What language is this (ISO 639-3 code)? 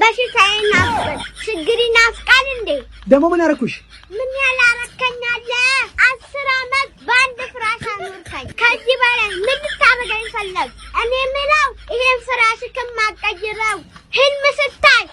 amh